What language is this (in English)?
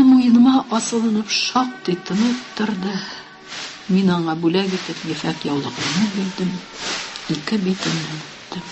Tatar